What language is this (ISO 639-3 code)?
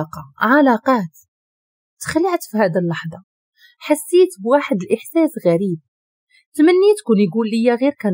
ary